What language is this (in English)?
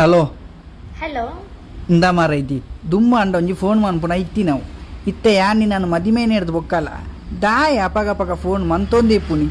Tulu